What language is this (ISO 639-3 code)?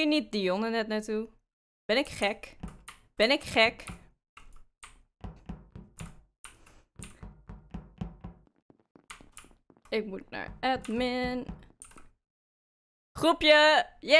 nld